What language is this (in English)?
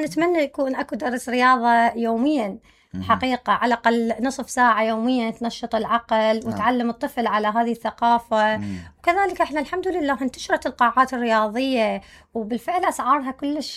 Mesopotamian Arabic